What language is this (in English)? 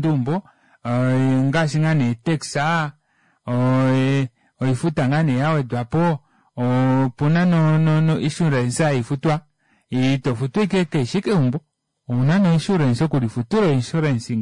Kuanyama